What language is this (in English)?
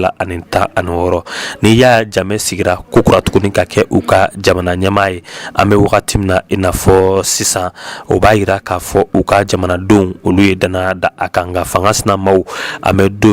Bambara